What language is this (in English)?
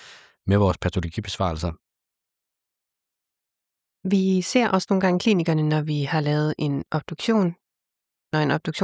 Danish